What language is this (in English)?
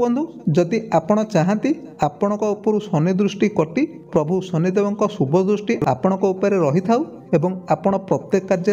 Odia